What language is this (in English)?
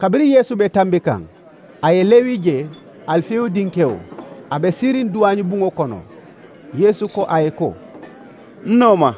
Mandingo